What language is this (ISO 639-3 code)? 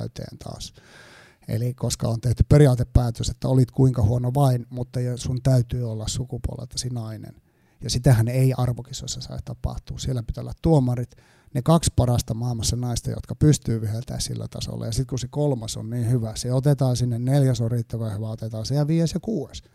fin